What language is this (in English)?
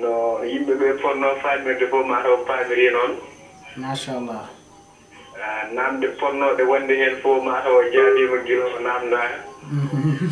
Fula